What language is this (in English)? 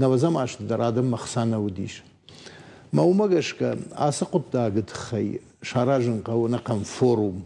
Ossetic